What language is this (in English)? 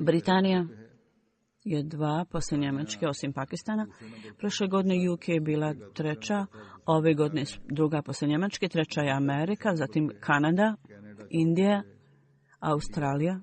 Bosnian